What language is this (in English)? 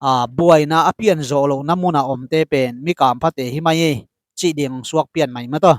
Tedim Chin